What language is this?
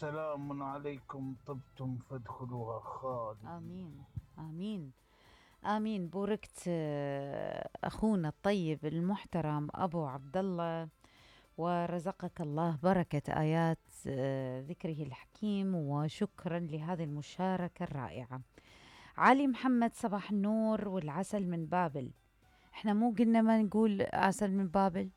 Mesopotamian Arabic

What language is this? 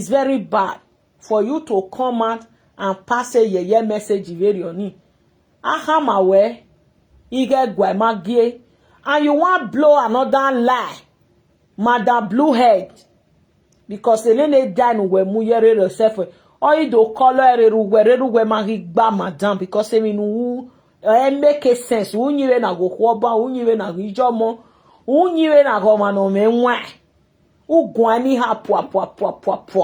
Nigerian Pidgin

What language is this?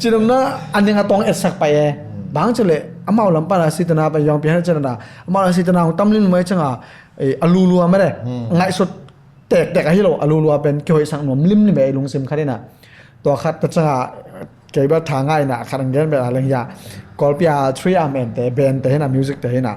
Tedim Chin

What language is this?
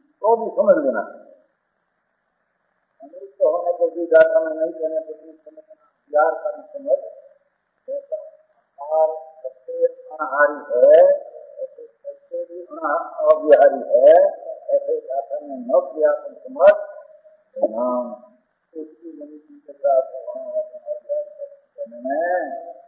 Hindi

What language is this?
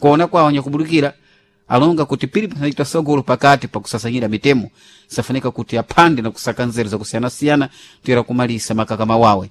Sena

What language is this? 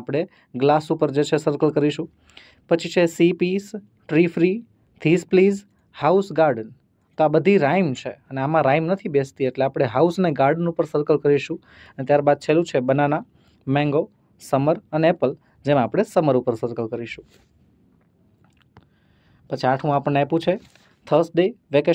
Gujarati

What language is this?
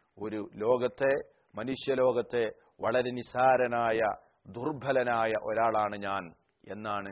Malayalam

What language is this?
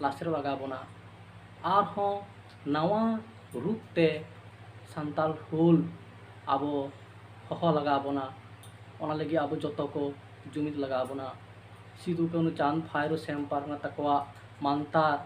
Santali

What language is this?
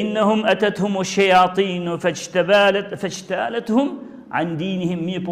Albanian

